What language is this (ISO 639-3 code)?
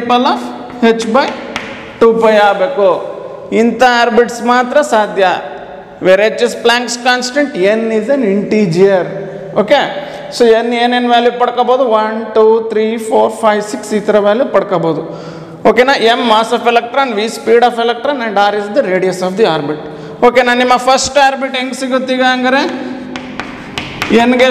kan